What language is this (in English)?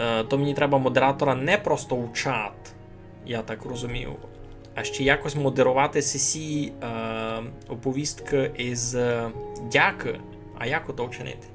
Rusyn